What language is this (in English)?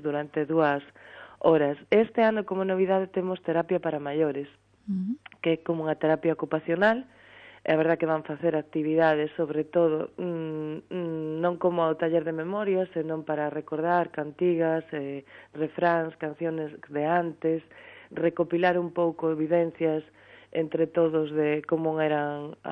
Galician